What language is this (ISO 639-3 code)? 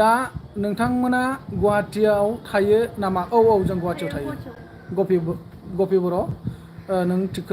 brx